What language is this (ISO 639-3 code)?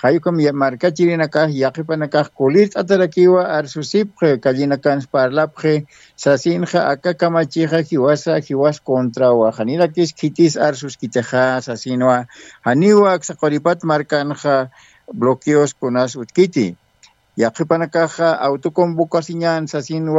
aym